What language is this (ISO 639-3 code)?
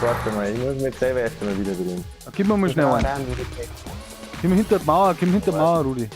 bar